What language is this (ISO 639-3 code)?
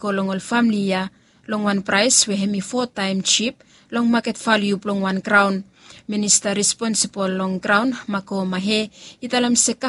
bis